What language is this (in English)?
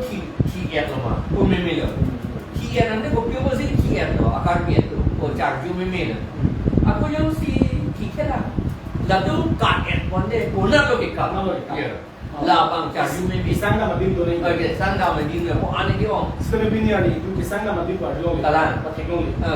Karbi